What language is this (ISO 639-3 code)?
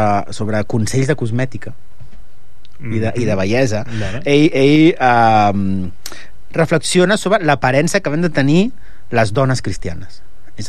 cat